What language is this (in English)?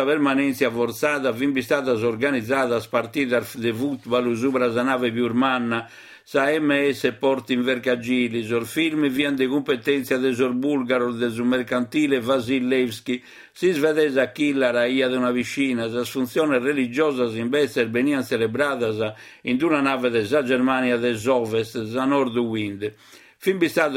Sardinian